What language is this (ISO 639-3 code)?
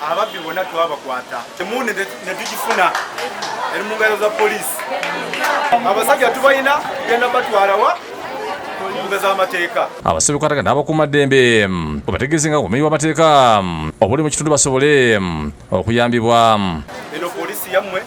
lug